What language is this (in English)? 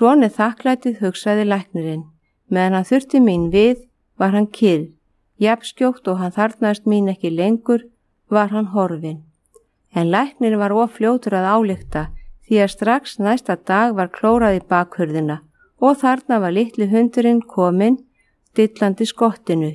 Icelandic